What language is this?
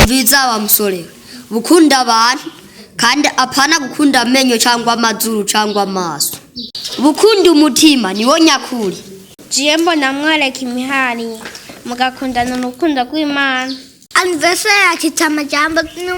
Rundi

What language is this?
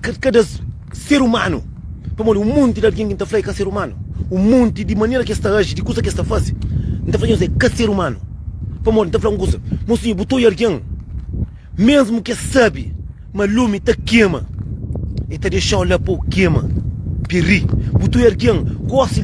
Kabuverdianu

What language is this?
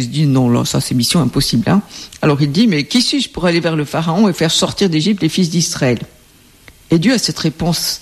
French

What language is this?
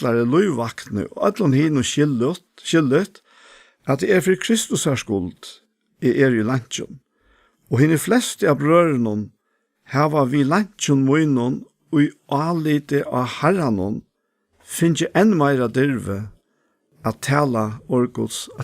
Faroese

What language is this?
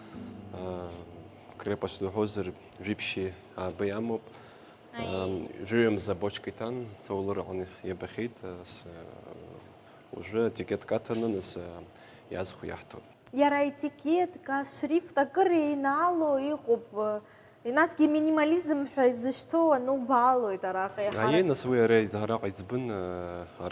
Abkhazian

